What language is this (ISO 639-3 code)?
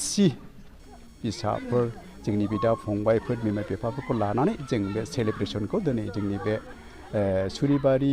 brx